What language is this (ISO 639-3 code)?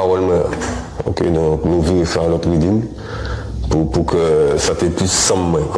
gcf